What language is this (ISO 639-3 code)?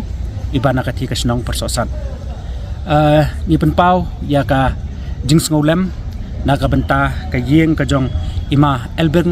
kha